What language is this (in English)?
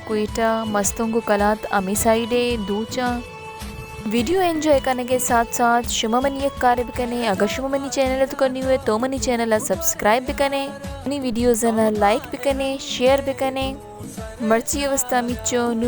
Baluchi